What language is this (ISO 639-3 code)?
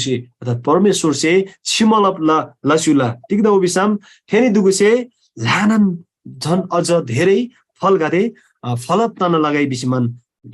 taj